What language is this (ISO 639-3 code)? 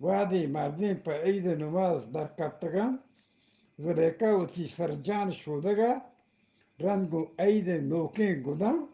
bgp